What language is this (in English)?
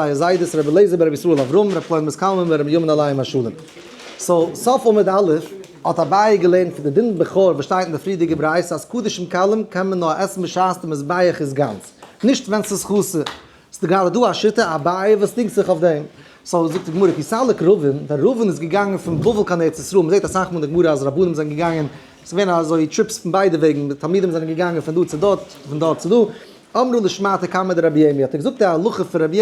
Yiddish